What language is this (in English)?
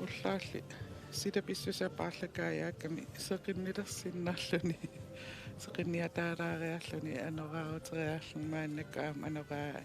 Kalaallisut